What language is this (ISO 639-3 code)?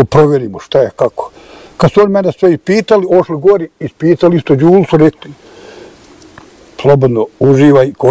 bos